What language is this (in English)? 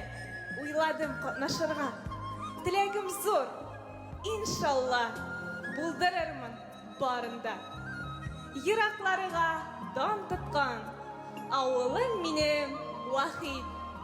Tatar